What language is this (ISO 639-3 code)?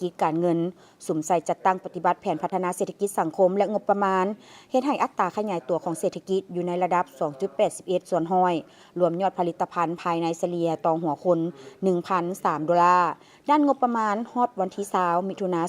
lao